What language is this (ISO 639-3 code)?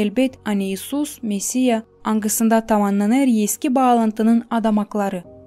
gag